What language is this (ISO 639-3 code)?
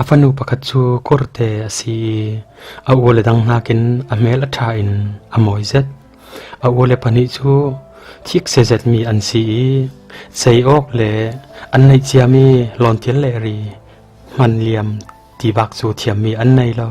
cfm